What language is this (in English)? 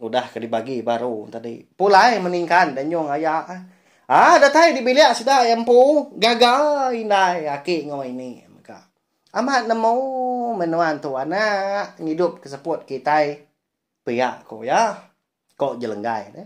Iban